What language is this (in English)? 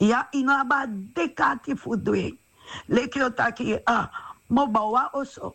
Sranan Tongo